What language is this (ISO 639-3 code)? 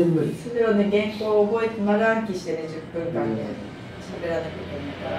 jpn